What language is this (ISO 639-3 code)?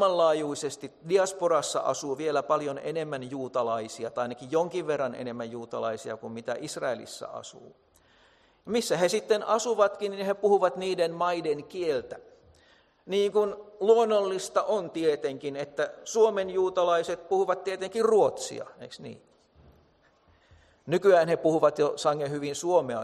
fin